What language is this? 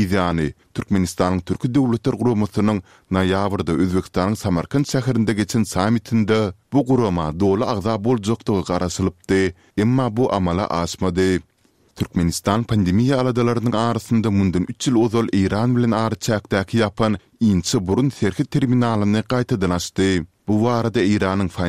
Turkmen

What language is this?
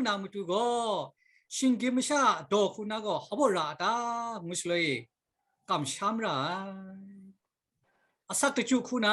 Kachin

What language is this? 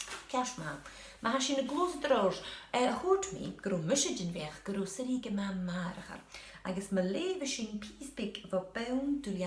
Scottish Gaelic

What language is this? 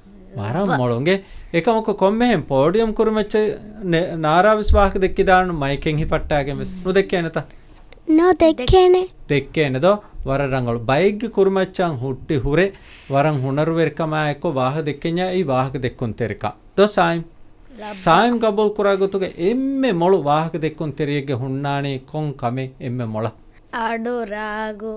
Divehi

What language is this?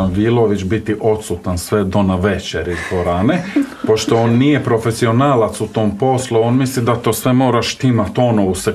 Croatian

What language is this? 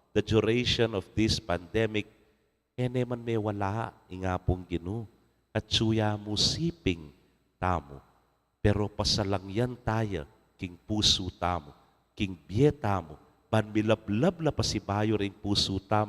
Pampanga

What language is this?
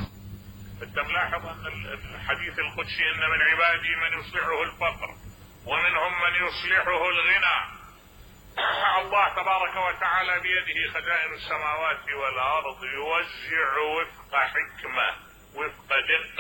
Mesopotamian Arabic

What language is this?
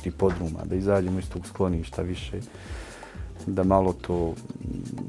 Bosnian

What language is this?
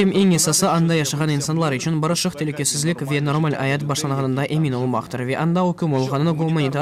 Crimean Tatar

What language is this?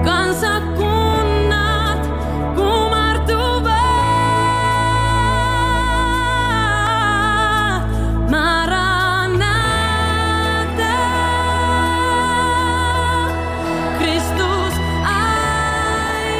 Finnish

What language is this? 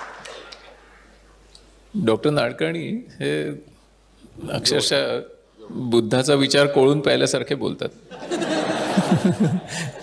Marathi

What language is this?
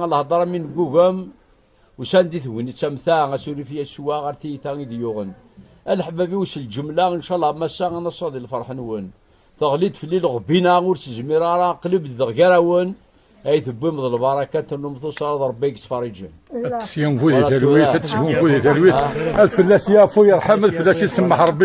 Kabyle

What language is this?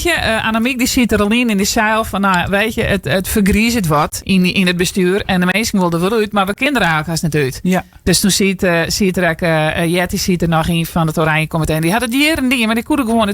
Western Frisian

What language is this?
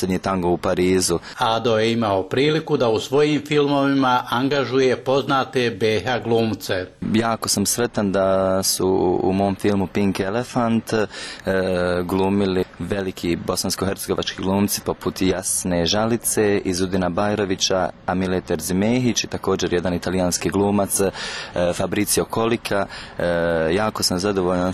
Bosnian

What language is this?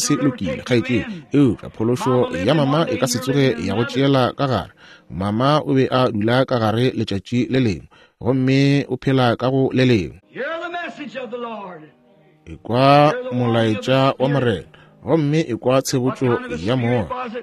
Northern Sotho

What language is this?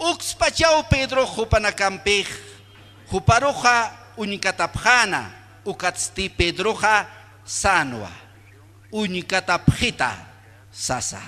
Aymara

